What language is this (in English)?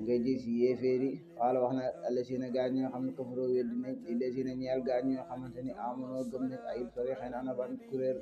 Wolof